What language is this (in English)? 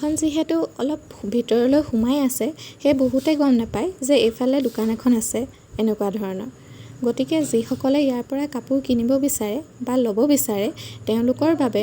Assamese